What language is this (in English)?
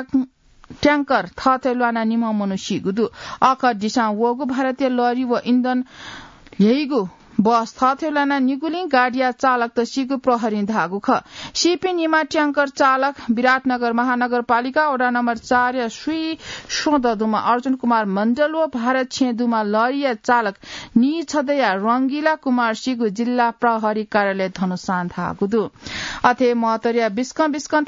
Newari